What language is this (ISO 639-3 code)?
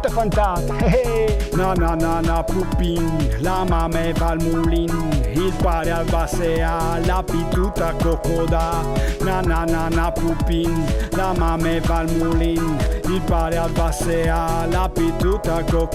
fur